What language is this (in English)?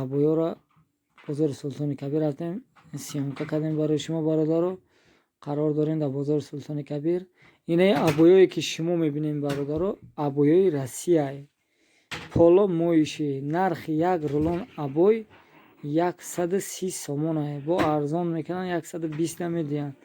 Tajik